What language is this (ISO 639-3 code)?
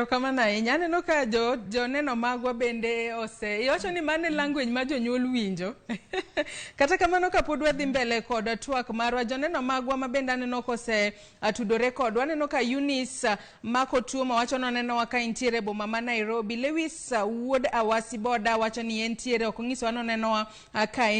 luo